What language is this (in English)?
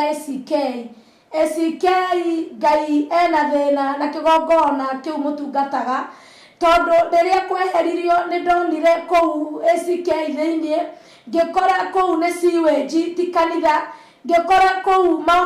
Kikuyu